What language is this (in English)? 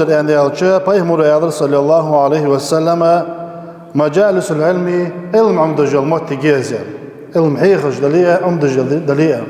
Ingush